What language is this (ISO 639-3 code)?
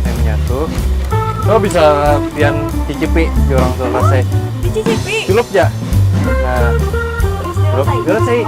bjn